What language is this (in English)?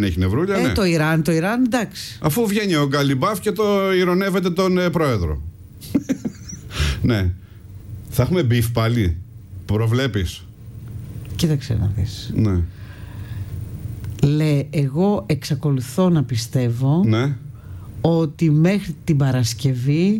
Greek